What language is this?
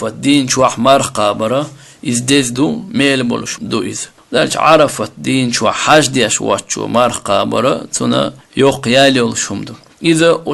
Chechen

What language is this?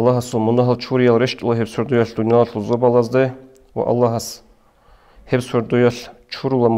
Avaric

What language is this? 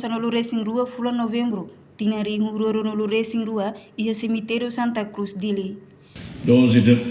Tetum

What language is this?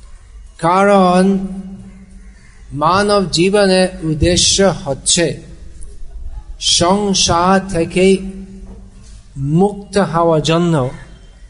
Bangla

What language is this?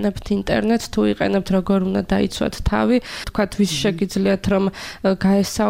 Georgian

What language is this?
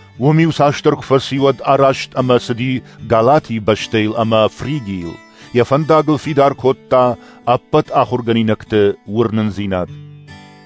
Ossetic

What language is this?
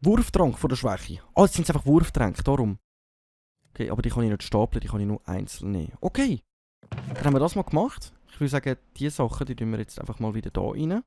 Swiss German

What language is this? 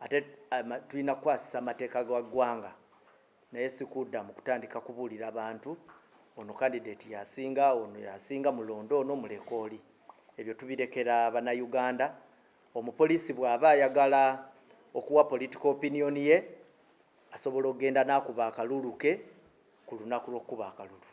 Ganda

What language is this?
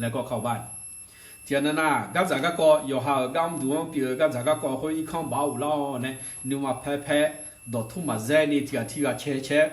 Akha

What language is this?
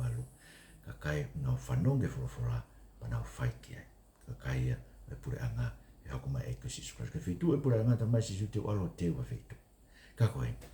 Tongan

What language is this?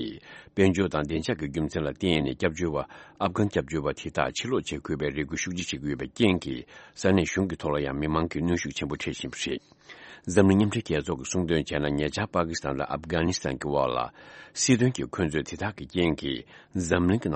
Tibetan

